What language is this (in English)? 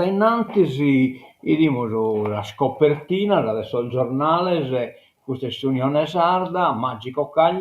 Sardinian